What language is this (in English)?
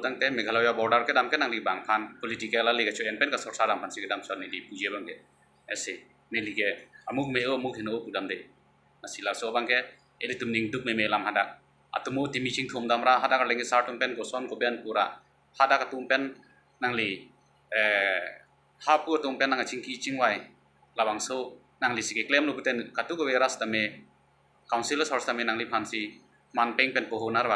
Karbi